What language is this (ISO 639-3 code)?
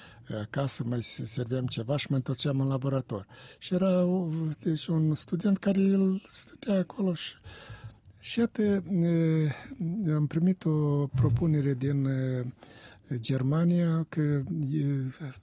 ron